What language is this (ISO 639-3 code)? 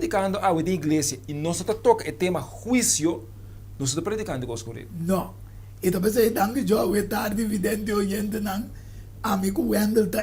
pap